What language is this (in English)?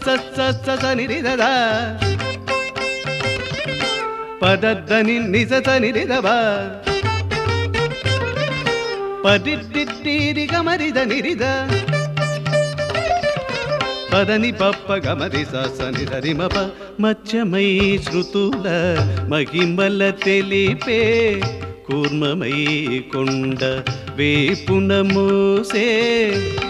Telugu